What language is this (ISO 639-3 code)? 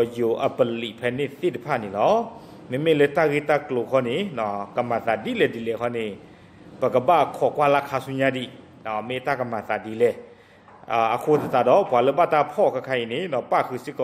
ksw